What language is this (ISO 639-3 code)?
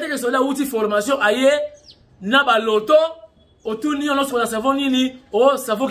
lin